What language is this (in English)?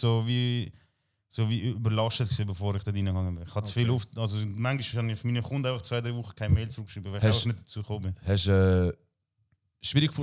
Swiss German